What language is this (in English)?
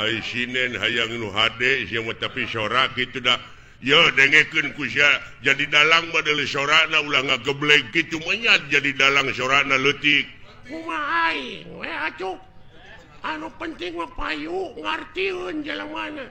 Sundanese